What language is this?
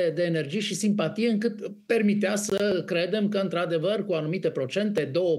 Romanian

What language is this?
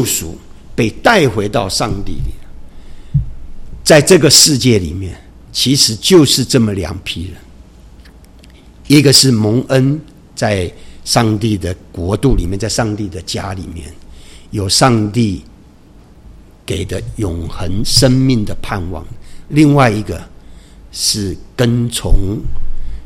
Chinese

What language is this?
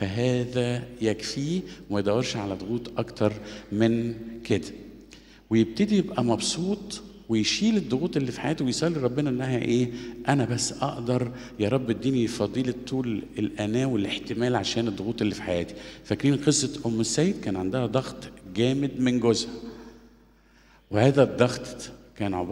Egyptian Arabic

